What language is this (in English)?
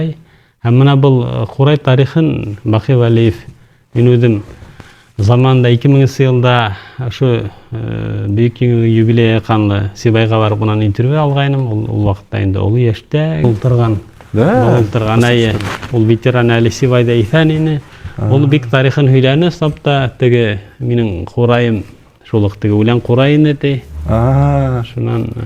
Bashkir